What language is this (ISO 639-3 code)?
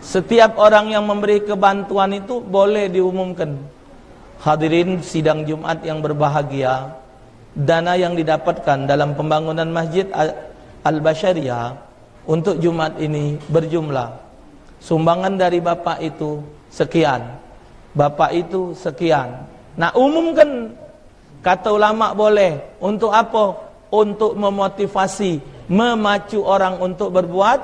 mui